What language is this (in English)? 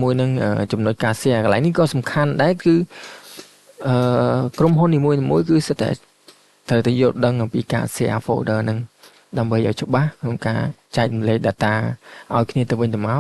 Khmer